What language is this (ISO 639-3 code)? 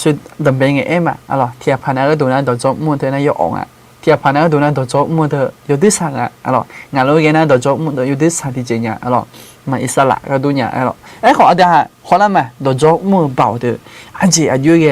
ahk